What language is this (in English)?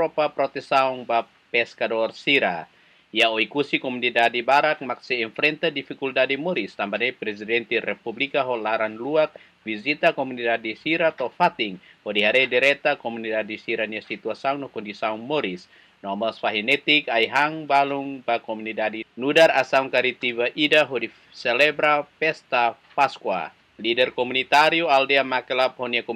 Tetum